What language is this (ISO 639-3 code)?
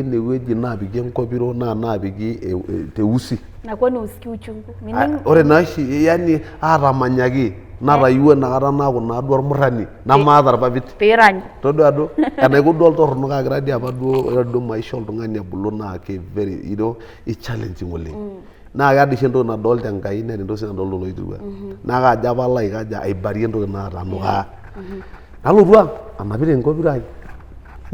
mas